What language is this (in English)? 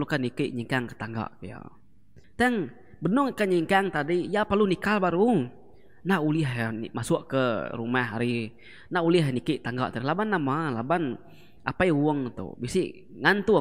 Iban